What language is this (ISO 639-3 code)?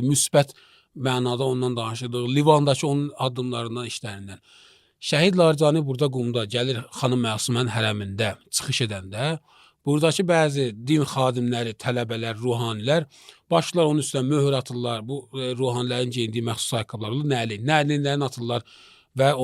aze